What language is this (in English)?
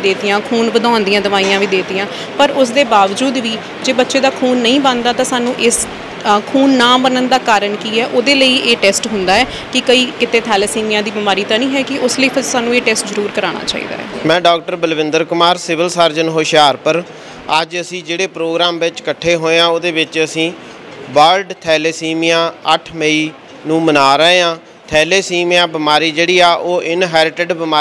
Punjabi